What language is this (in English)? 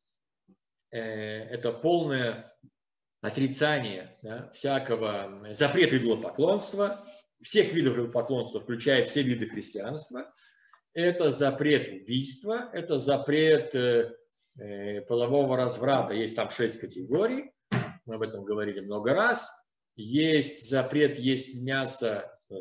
Russian